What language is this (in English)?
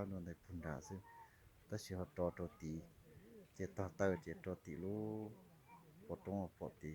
Hmong